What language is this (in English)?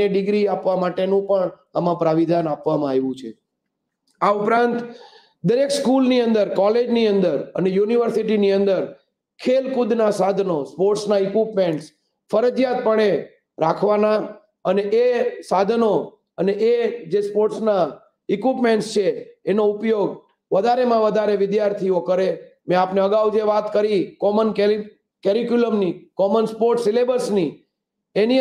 Gujarati